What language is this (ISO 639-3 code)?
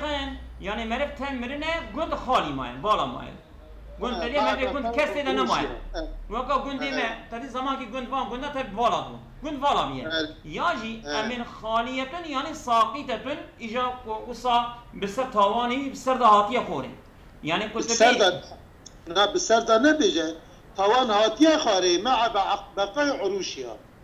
kur